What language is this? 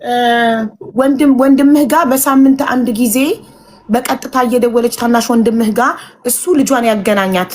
Amharic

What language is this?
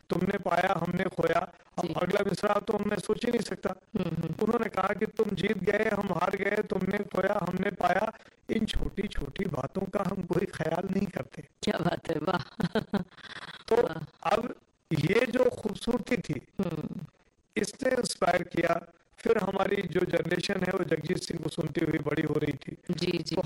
Hindi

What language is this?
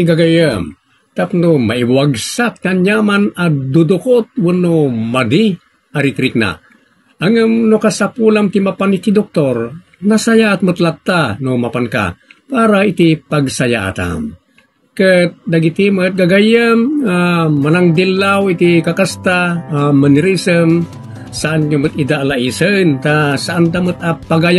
Iloko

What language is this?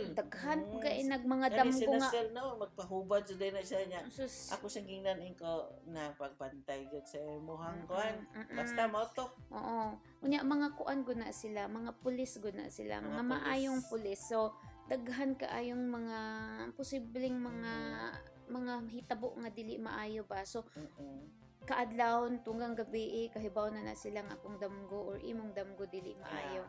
Cebuano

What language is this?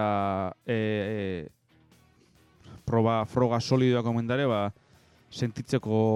Basque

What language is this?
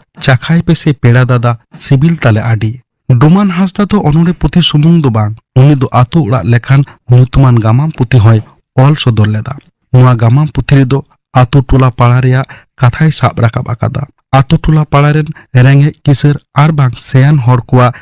Santali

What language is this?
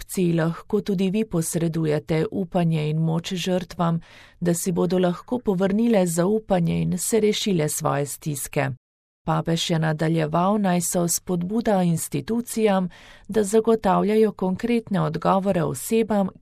Slovenian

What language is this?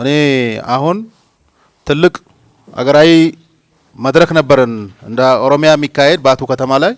Amharic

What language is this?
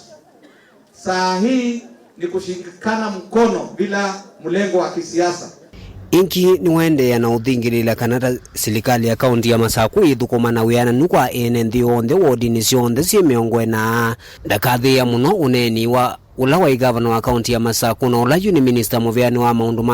Kamba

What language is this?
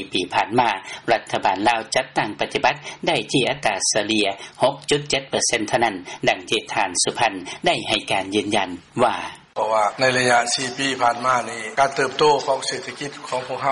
Lao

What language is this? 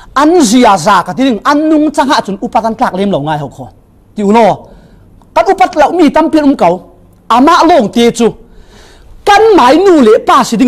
Falam Chin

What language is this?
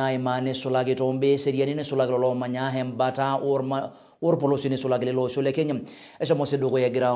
Masai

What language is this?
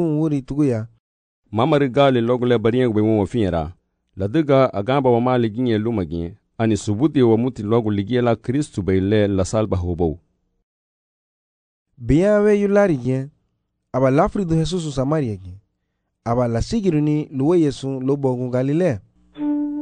Garifuna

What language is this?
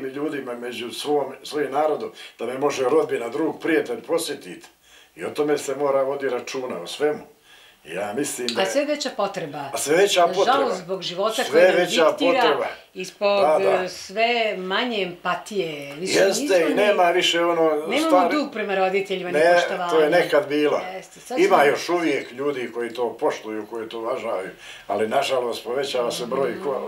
Bosnian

